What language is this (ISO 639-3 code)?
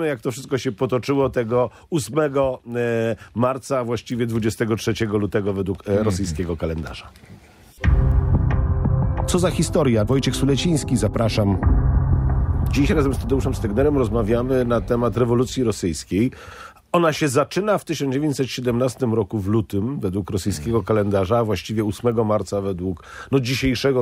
pol